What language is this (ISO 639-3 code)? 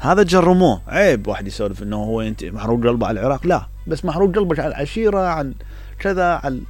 acm